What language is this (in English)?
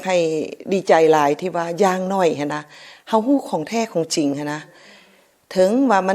Lao